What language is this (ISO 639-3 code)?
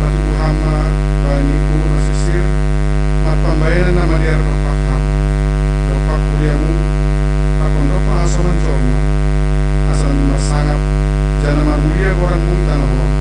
bts